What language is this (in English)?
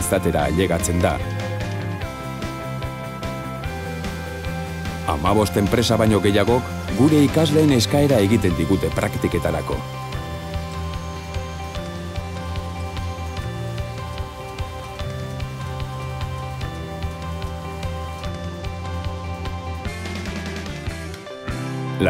Basque